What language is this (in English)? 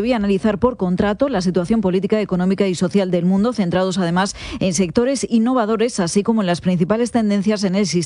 Spanish